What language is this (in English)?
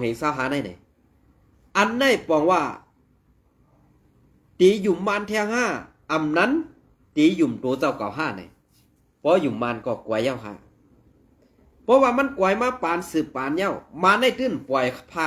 Shan